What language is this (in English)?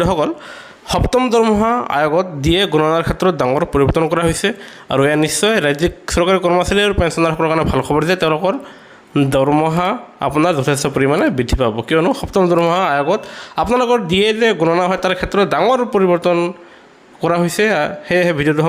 Assamese